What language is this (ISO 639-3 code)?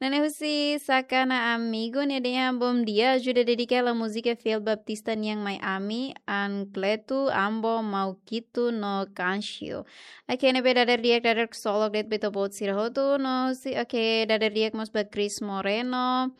tet